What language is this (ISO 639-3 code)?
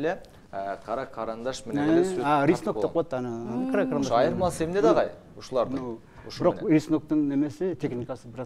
kir